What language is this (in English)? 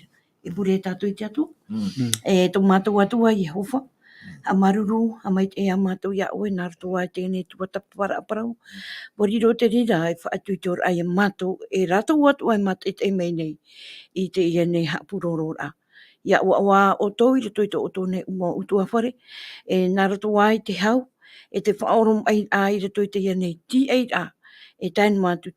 Tahitian